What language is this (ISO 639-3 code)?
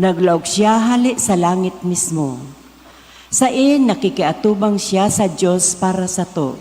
bik